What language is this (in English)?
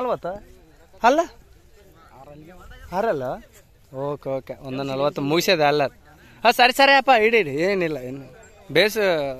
Kannada